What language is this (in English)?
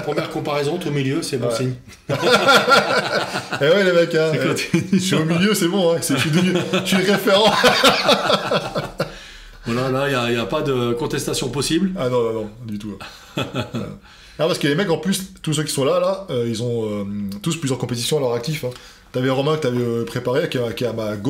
French